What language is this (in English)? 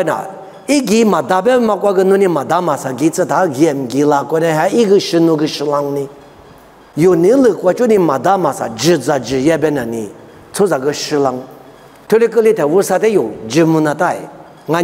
Lisu